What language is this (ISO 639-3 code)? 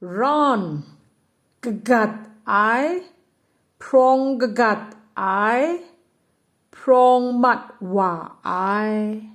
kac